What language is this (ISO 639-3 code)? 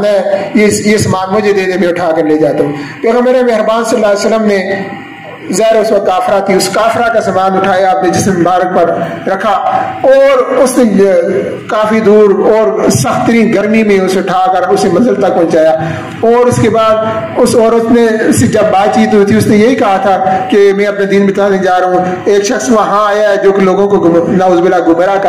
urd